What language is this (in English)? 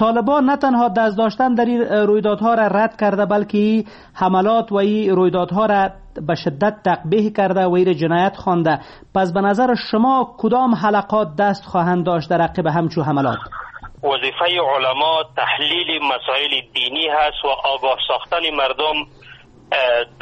Persian